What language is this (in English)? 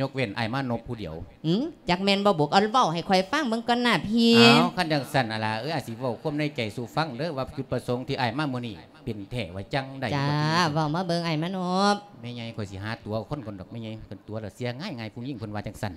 Lao